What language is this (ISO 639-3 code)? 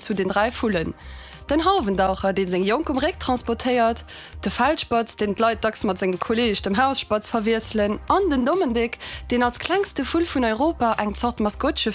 ltz